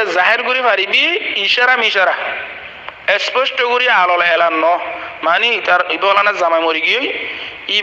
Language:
Rohingya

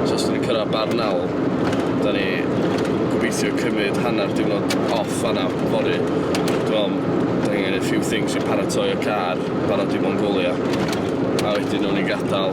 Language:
Welsh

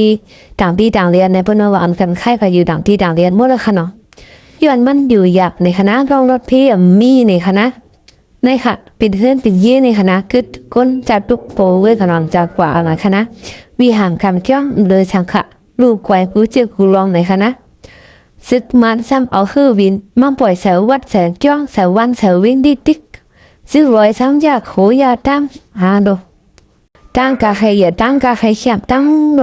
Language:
Shan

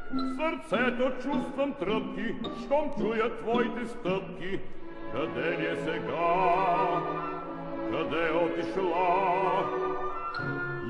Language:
Bulgarian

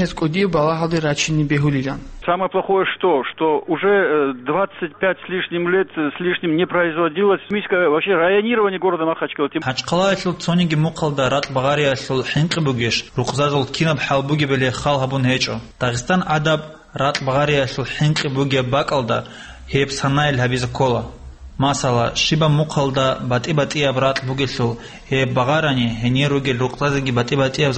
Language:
Avaric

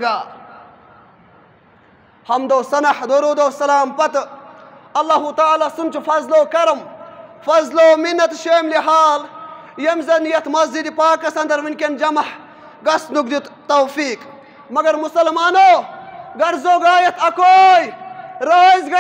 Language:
Kashmiri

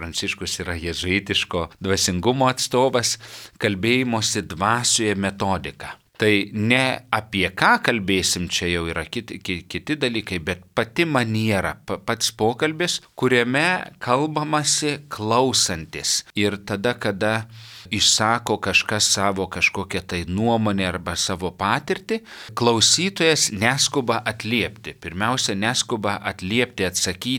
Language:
Lithuanian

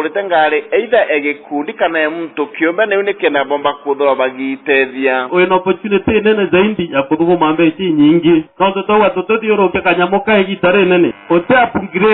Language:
Meru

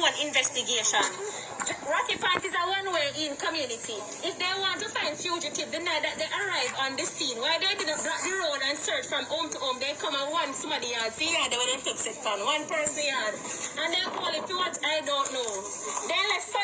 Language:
Jamaican Creole English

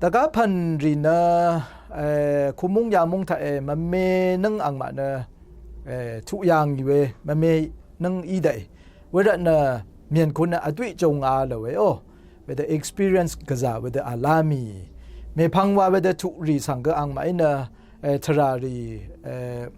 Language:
Rawang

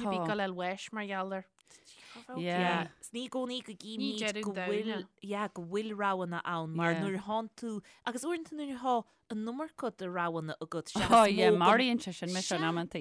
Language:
Irish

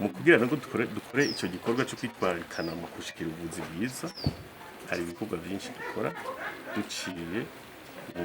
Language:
Rundi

